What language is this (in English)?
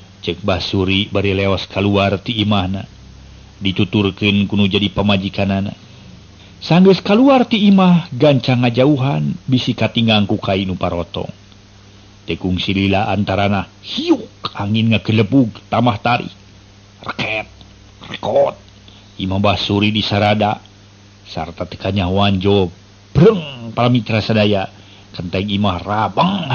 Sundanese